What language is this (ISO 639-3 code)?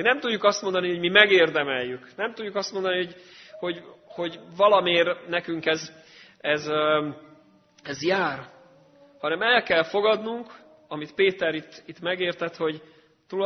hun